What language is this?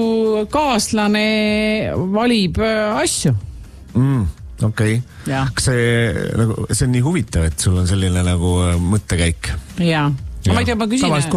Estonian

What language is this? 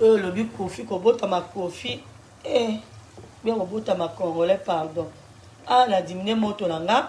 Lingala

